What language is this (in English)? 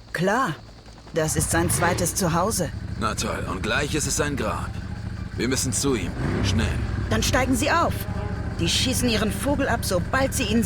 Bavarian